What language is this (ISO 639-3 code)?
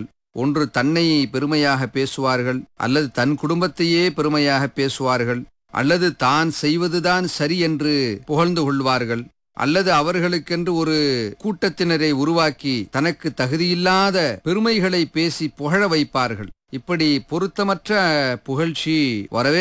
tam